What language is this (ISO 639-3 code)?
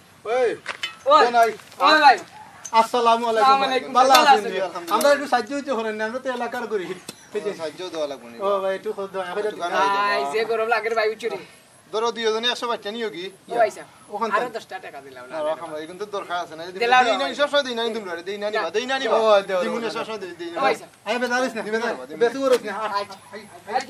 syl